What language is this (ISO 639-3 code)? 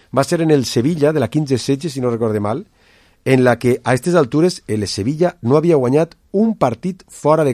cat